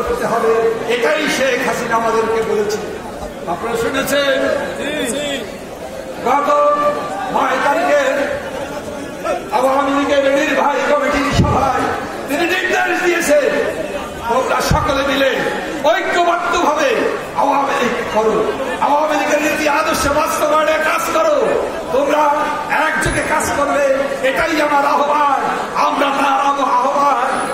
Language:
Bangla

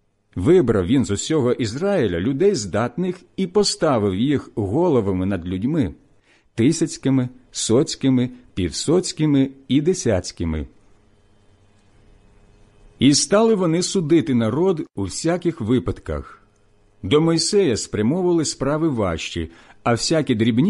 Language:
Ukrainian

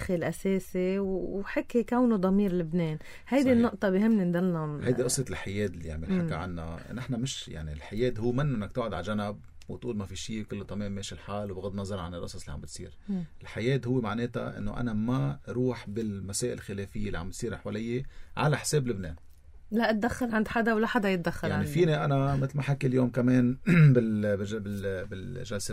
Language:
North Levantine Arabic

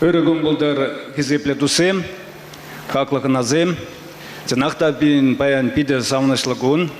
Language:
Chuvash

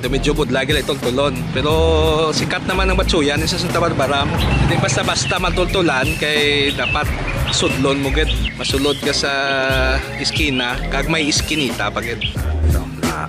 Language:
Hiligaynon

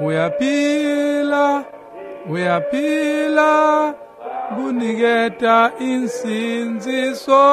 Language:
Swati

